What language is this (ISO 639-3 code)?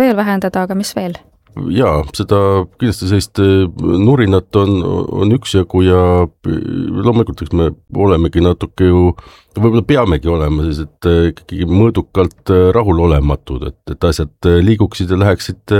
est